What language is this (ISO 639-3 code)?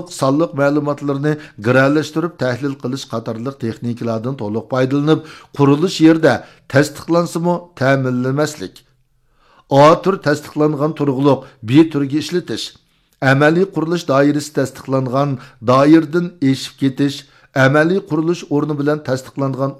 uig